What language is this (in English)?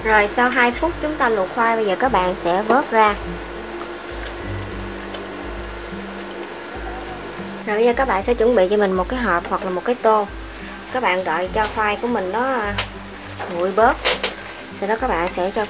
Vietnamese